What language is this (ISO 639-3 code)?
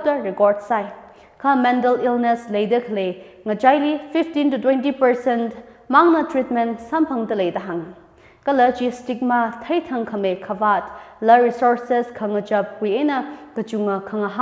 nmf